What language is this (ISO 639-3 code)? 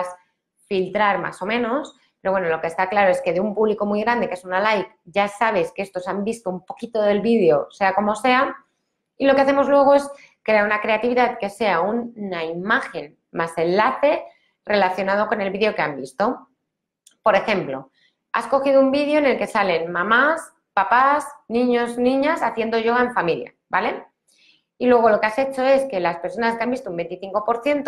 spa